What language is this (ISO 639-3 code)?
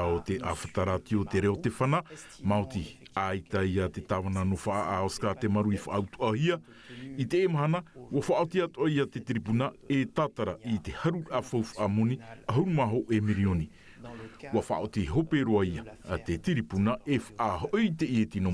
tah